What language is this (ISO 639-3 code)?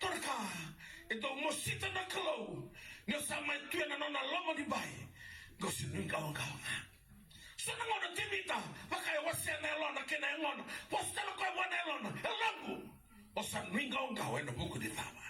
fij